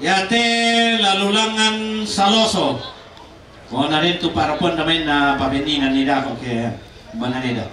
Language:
Toraja-Sa'dan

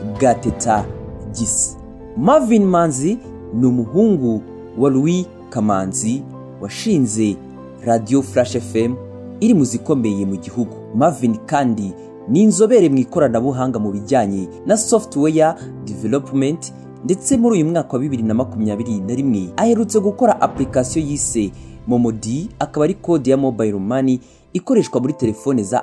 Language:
Kinyarwanda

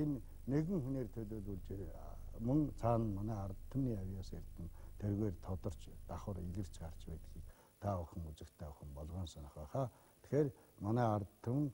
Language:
Mongolian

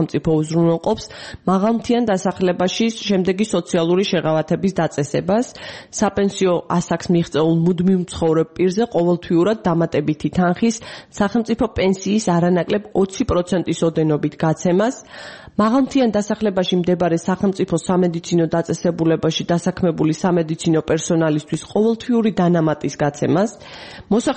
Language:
Georgian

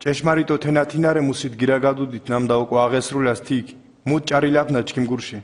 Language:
Mingrelian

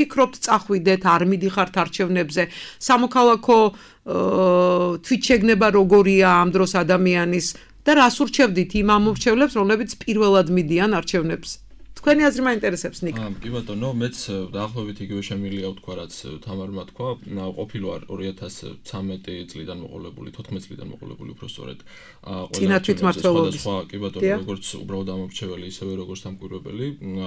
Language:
Georgian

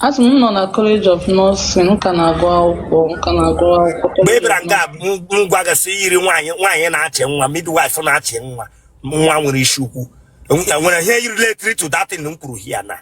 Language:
Igbo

